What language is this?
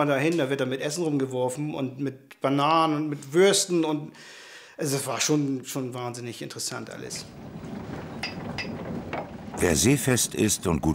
German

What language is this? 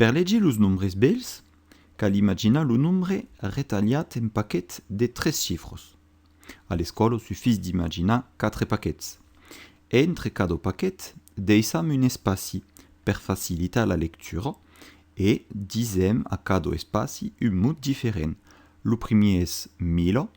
Occitan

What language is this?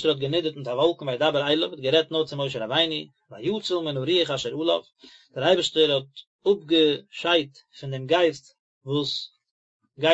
Yiddish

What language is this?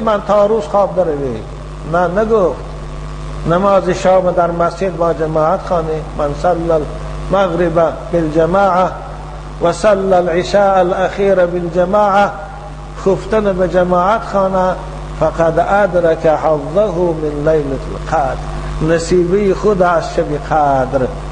Tajik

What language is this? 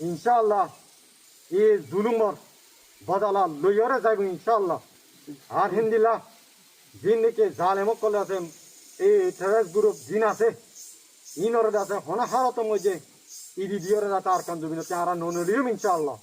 Rohingya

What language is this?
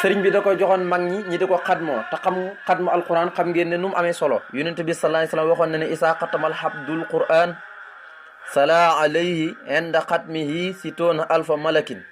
Wolof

